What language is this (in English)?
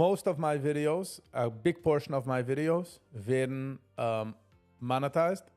Yiddish